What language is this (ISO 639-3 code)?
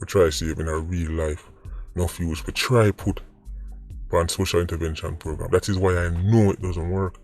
jam